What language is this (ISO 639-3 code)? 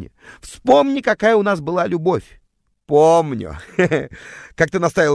rus